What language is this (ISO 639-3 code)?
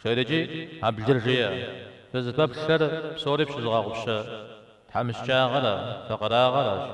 kbd